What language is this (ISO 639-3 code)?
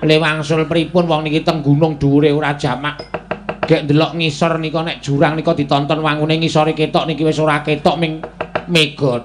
jav